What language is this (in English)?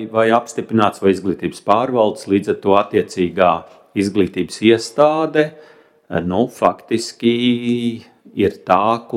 Latvian